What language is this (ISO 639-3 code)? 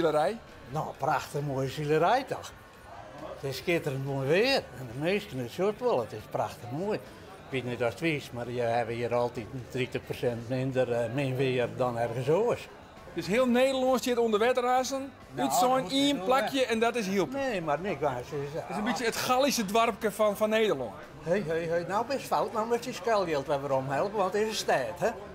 fry